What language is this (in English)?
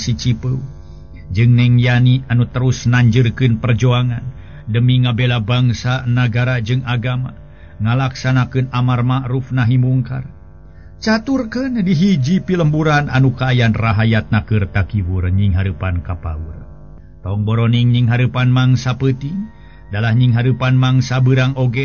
Sundanese